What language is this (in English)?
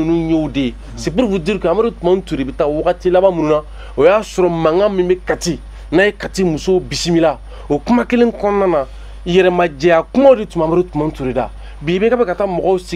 Bambara